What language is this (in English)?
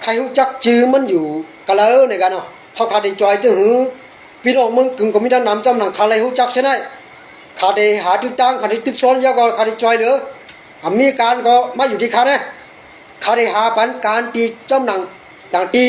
Shan